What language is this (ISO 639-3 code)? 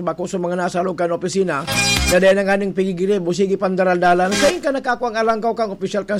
bik